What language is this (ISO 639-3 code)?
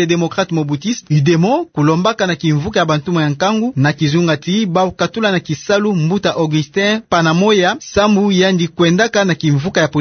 ktu